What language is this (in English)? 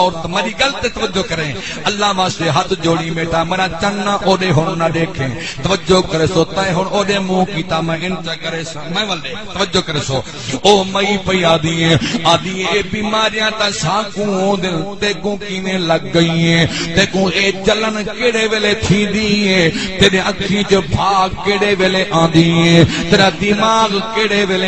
Saraiki